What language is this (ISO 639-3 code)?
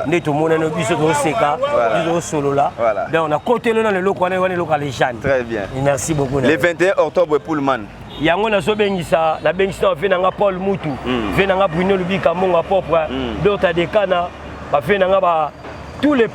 lin